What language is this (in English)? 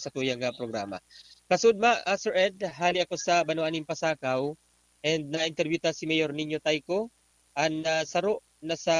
Bikol